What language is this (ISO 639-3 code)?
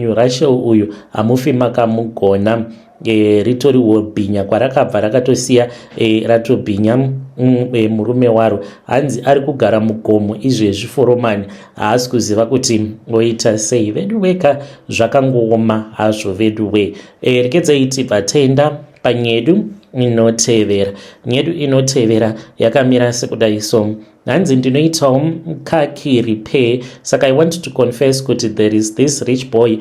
sna